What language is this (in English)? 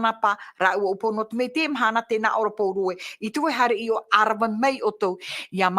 Tahitian